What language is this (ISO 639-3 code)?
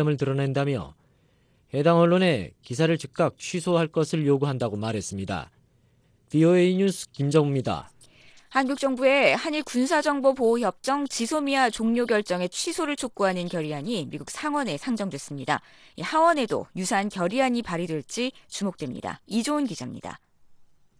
kor